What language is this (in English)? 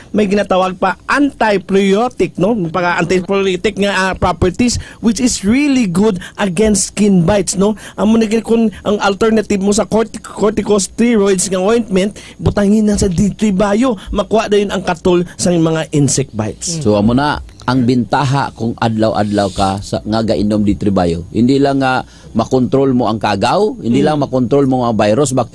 Hiligaynon